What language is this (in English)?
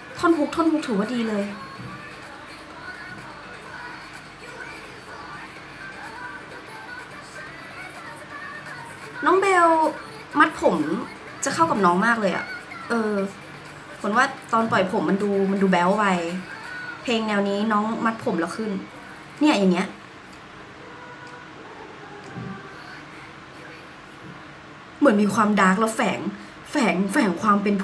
Thai